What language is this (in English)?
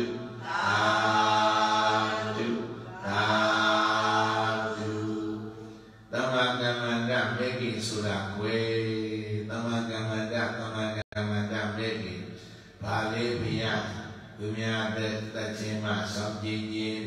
Burmese